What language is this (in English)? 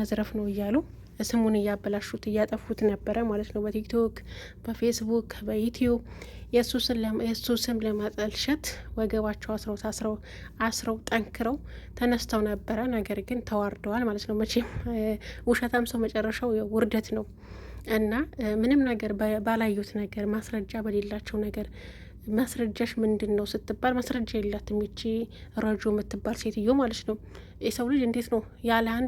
Amharic